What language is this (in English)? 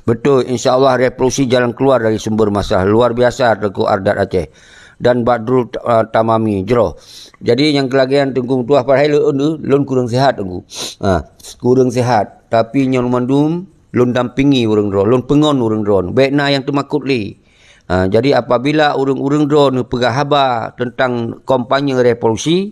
Achinese